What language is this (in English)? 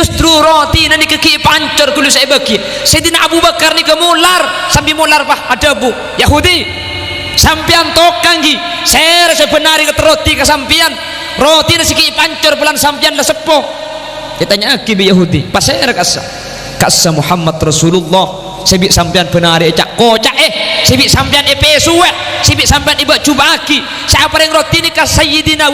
Madurese